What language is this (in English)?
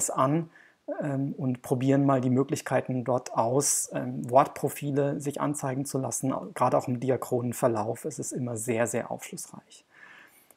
German